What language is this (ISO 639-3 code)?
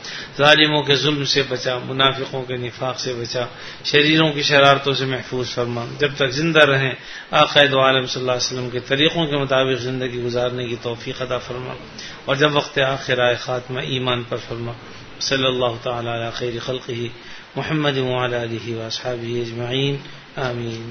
urd